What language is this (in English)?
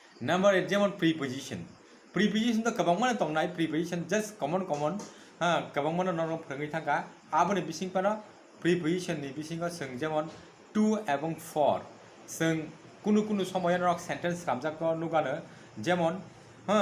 Kok Borok